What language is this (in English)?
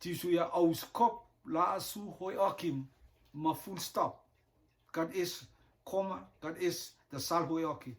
Rotuman